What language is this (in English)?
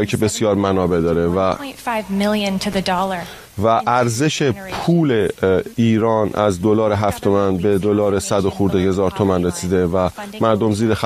Persian